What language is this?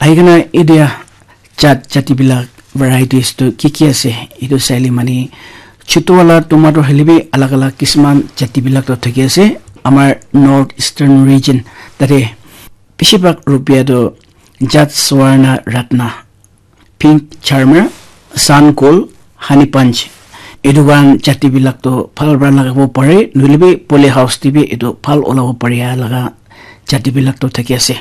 Naga Pidgin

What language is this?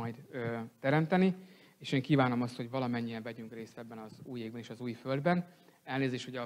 Hungarian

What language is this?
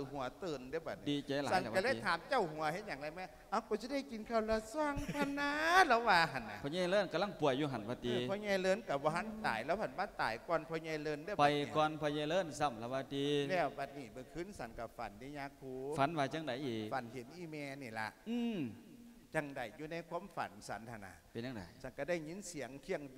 Lao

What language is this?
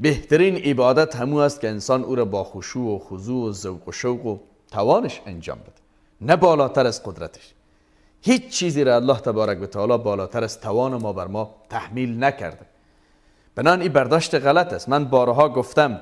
Persian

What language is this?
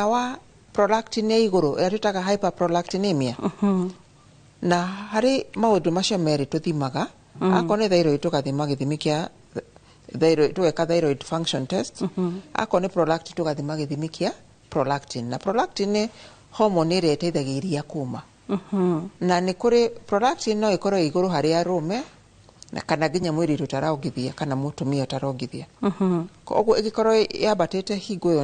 Kikuyu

